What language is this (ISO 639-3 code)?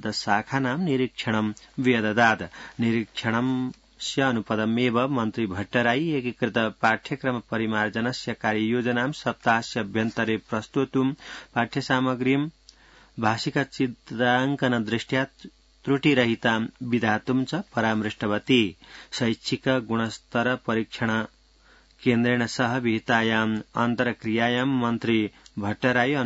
san